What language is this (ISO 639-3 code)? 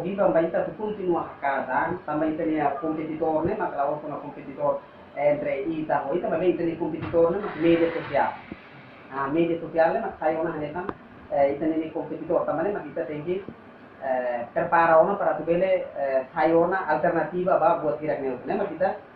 tet